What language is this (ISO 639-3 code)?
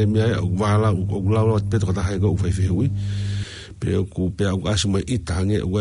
ton